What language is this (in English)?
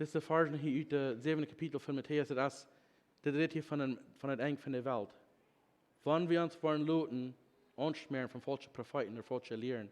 Plautdietsch